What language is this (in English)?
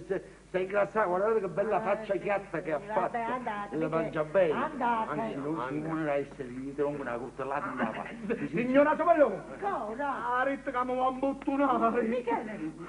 Neapolitan